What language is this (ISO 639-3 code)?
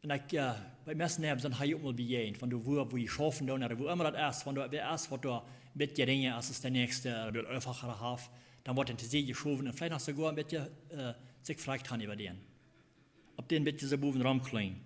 pdt